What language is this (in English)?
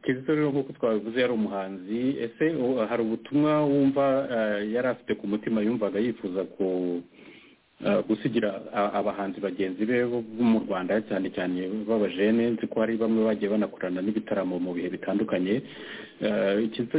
Kinyarwanda